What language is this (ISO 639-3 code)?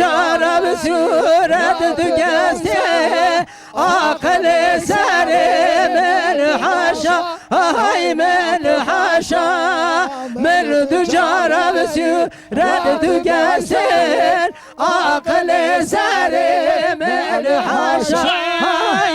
kur